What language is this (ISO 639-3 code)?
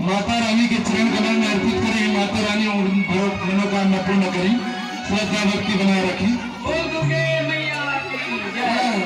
hne